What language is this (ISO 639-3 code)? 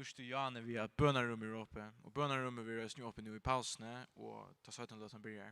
fao